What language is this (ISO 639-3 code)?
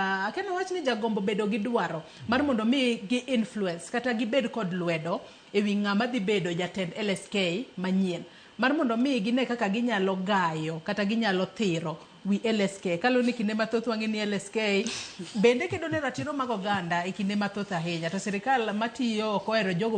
luo